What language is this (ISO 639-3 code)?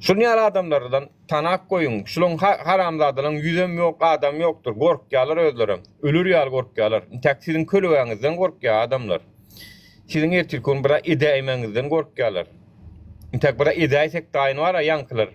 tuk